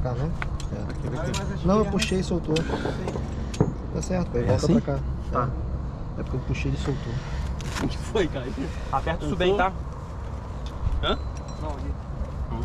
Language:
Portuguese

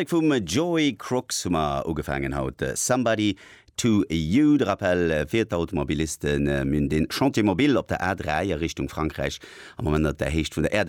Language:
Luxembourgish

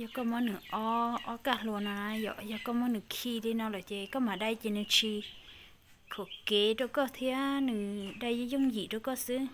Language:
Hmong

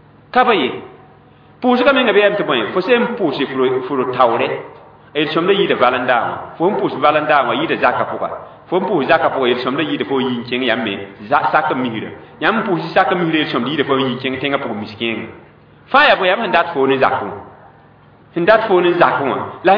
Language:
Mossi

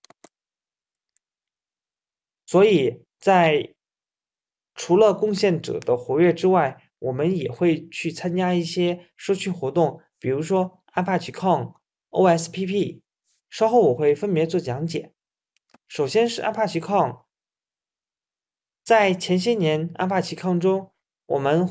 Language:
Chinese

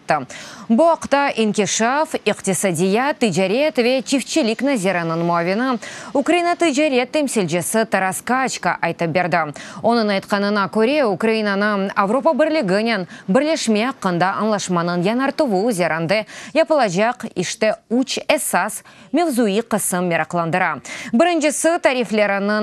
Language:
Crimean Tatar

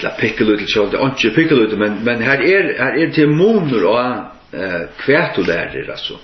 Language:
Faroese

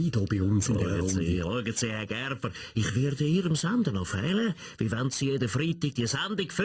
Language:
Swiss German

